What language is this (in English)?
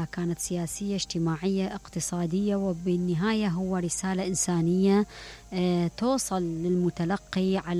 Mesopotamian Arabic